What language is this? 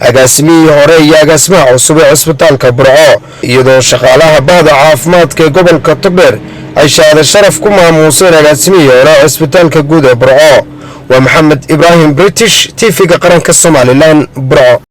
Somali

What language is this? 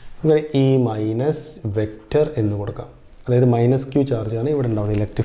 Malayalam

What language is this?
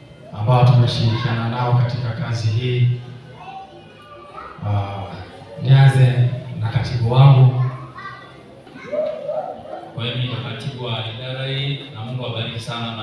Swahili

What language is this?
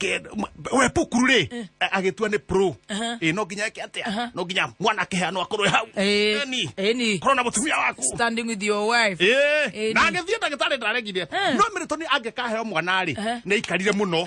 Kikuyu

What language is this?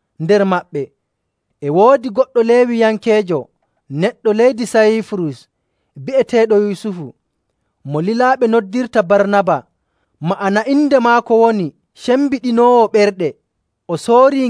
Nigerian Fulfulde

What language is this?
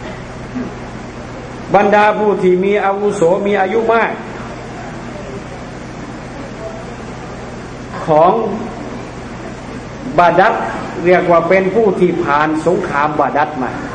Thai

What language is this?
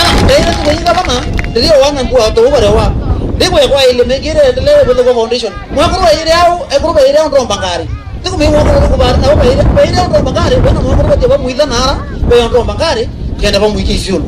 Meru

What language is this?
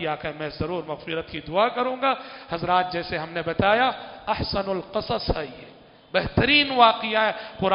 Urdu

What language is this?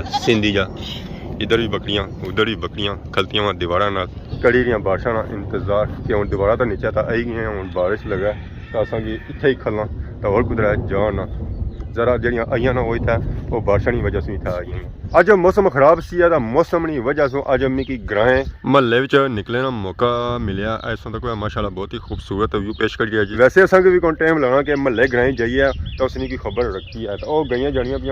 Pahari-Potwari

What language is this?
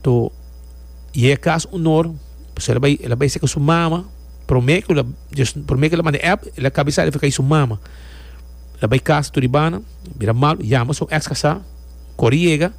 Papiamento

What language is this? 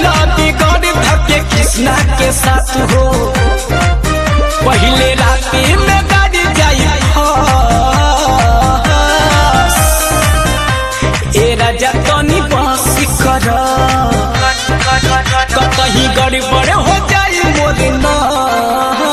Bhojpuri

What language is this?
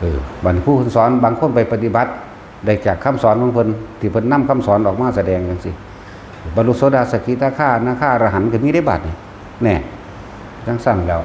Northeastern Thai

